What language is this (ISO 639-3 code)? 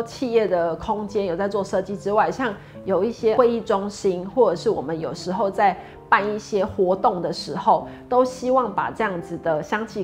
zho